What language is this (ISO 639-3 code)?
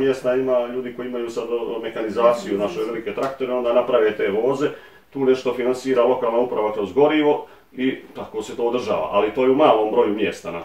bos